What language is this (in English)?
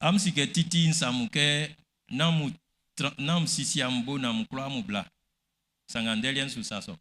Baoulé